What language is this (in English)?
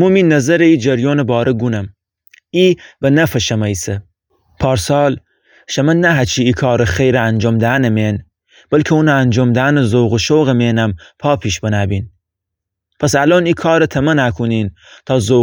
Gilaki